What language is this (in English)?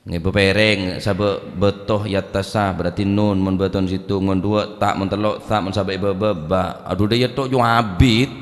Madurese